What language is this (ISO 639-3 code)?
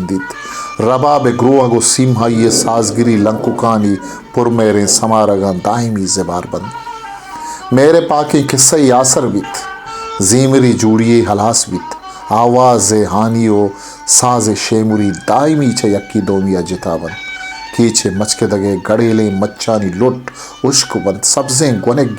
bal